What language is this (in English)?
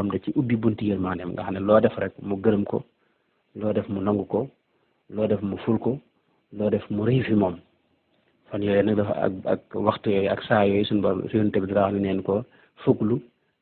Wolof